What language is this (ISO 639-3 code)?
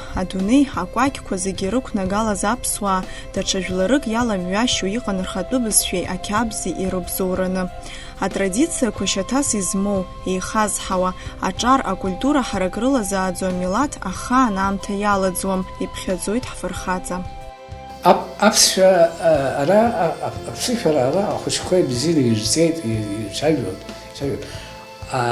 abk